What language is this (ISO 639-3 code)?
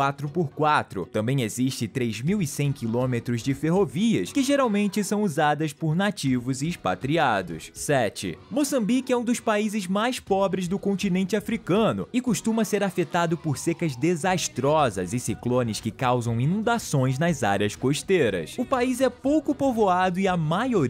por